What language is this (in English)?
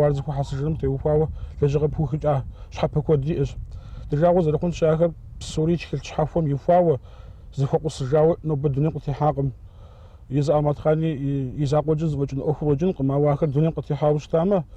Kabardian